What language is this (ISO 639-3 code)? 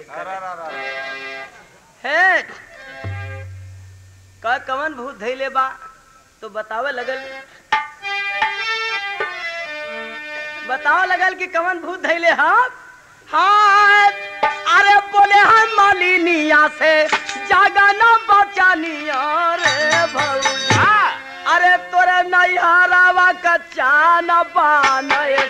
bho